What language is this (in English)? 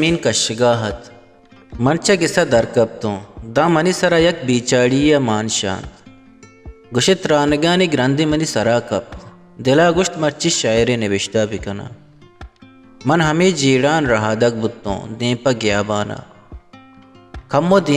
Baluchi